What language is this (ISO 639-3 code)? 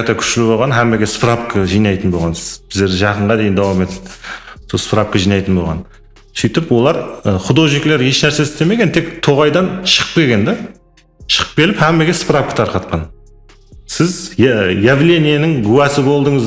kaa